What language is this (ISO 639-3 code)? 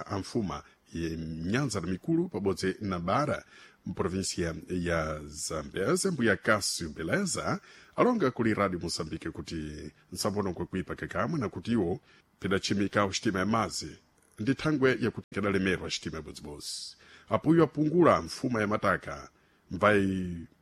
seh